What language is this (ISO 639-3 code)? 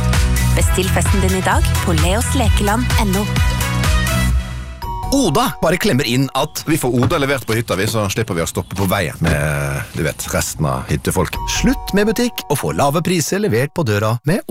nor